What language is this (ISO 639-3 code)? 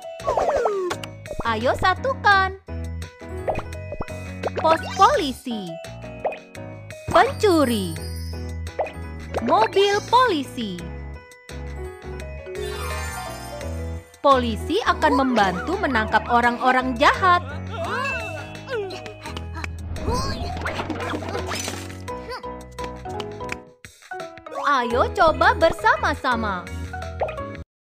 ind